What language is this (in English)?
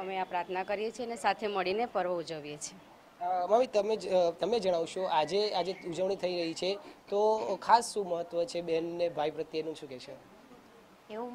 Gujarati